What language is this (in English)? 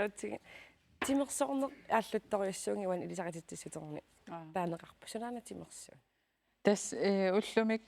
Kalaallisut